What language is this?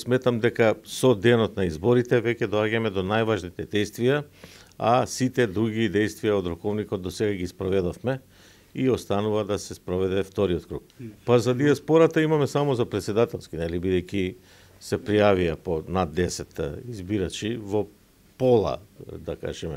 Macedonian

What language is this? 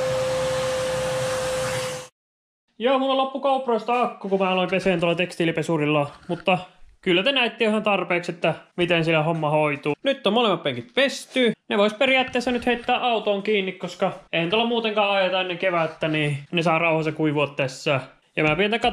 Finnish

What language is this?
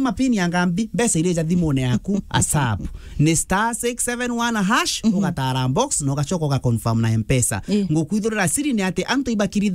Meru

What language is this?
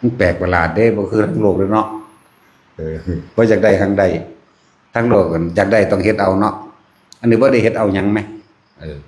Northeastern Thai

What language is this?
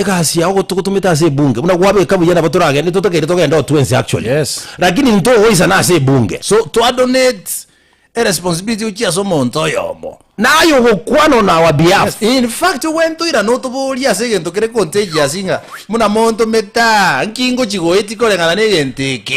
Gusii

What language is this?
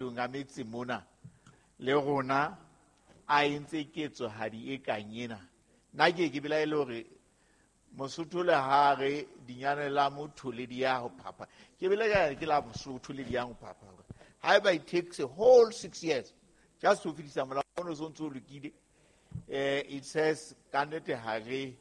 Southern Sotho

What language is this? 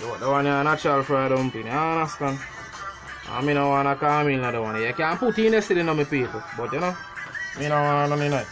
Jamaican Creole English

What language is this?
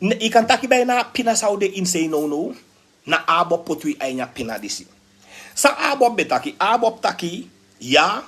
Sranan Tongo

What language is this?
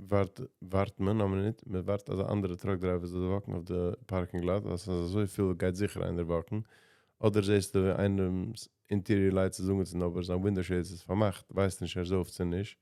Yiddish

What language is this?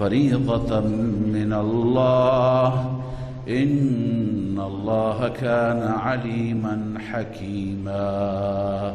Persian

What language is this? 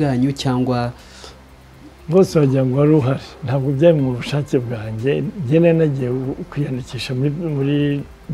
Kinyarwanda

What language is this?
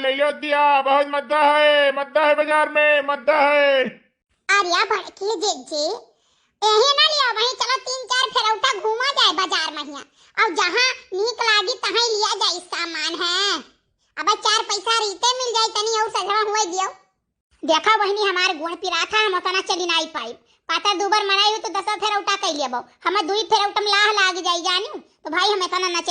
Awadhi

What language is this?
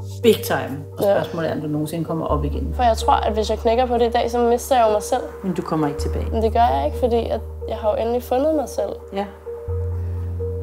Danish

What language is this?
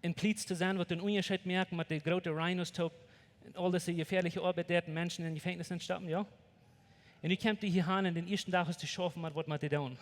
Plautdietsch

